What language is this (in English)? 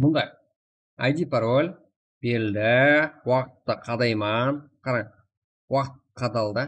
Kara-Kalpak